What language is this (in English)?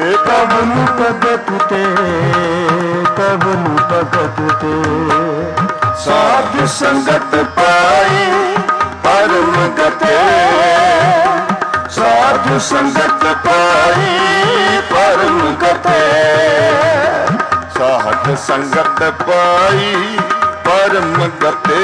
Punjabi